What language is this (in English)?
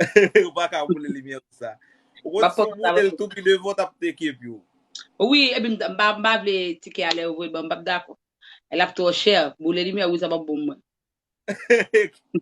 Haitian Creole